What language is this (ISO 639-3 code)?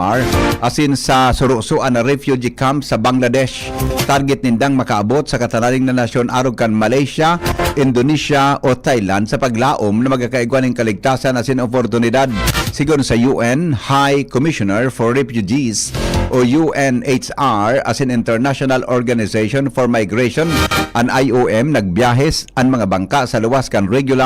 bik